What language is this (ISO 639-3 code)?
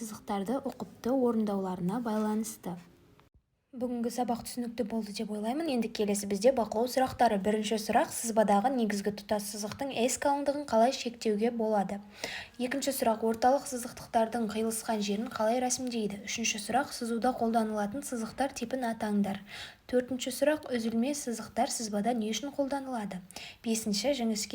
kaz